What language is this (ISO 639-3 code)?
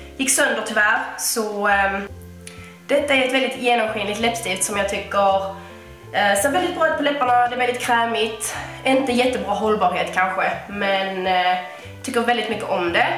swe